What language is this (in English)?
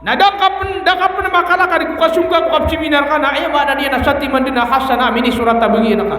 Maranao